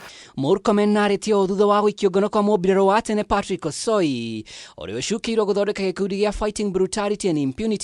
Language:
Kikuyu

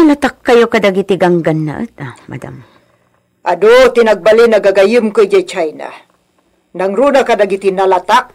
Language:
Iloko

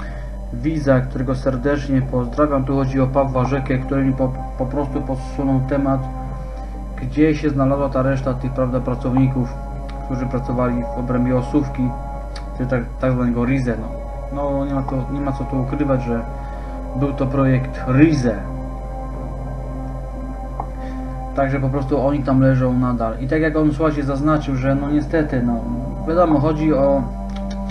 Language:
Polish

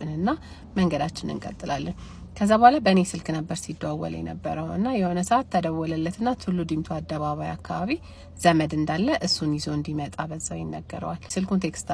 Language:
Amharic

